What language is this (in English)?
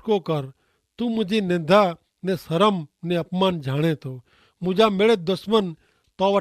Kachhi